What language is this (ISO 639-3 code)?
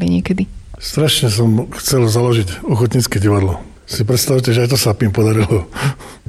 slk